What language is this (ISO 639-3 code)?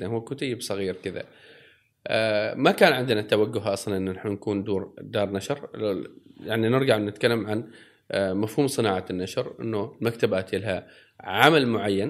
afb